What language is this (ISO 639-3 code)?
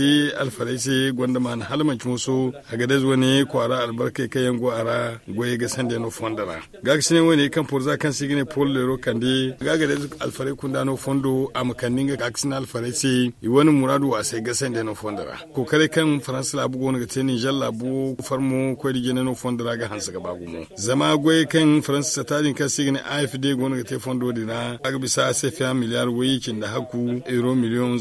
dje